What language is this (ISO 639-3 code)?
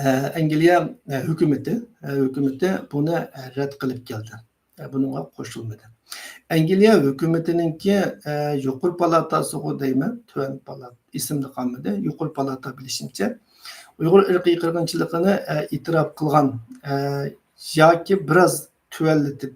uig